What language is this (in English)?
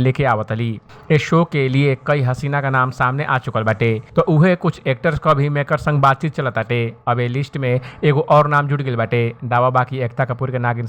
Bhojpuri